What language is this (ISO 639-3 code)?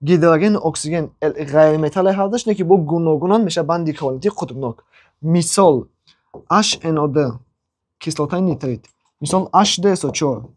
tgk